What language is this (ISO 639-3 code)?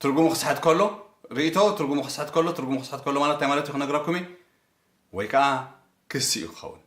tir